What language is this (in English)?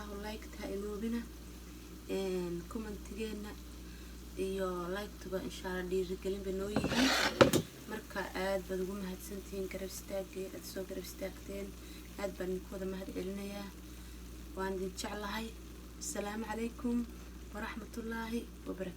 Somali